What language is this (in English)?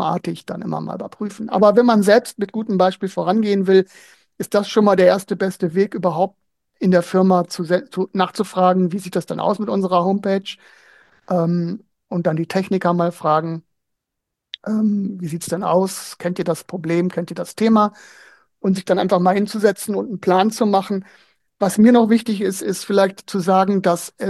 German